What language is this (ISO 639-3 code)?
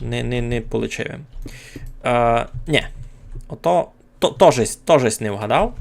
rue